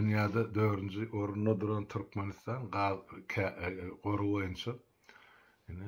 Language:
Turkmen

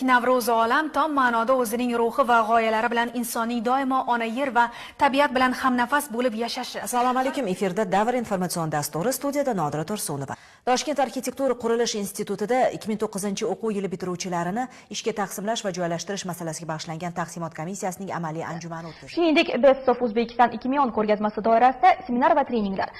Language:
Uzbek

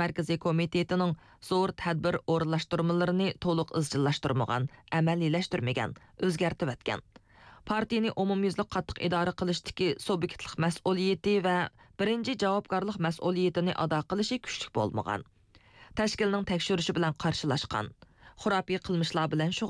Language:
Uyghur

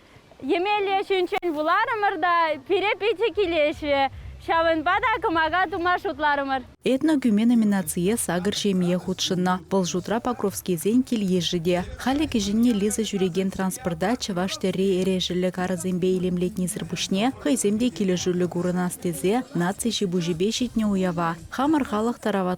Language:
Chuvash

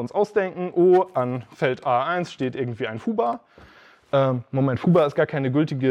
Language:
German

